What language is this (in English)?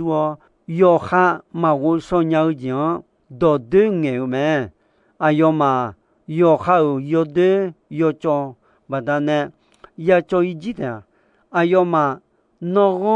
Akha